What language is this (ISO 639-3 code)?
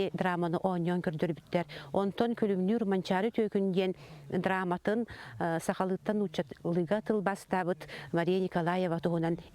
sah